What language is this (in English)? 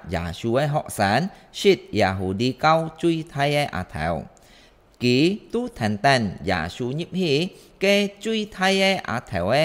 Hakka Chinese